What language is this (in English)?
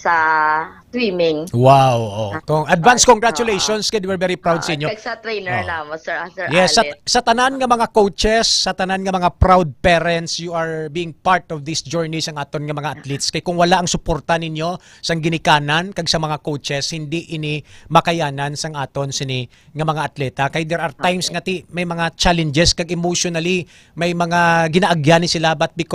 Hiligaynon